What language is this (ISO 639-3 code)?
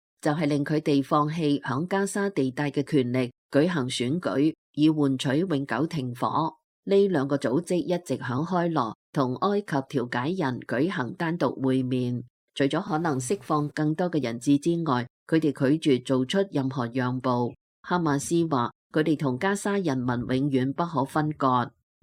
yue